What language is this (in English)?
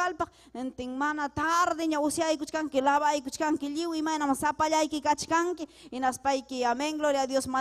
Ayacucho Quechua